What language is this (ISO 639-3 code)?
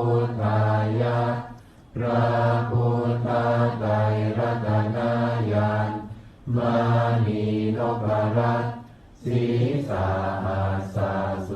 pli